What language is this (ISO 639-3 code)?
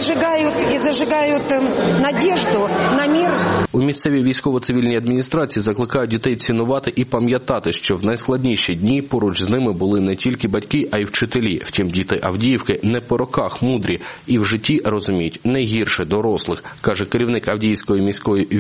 ukr